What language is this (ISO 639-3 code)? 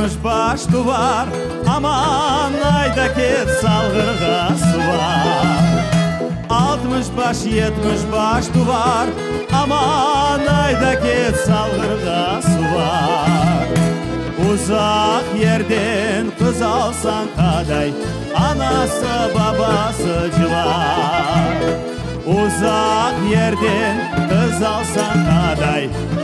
crh